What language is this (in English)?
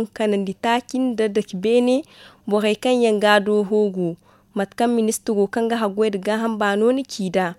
Zarma